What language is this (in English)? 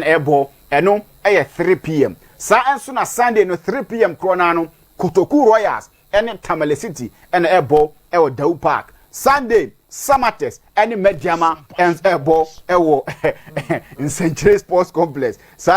Akan